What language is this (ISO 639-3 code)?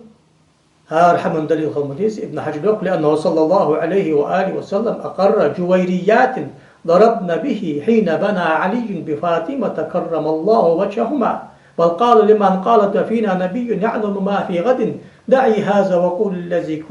inh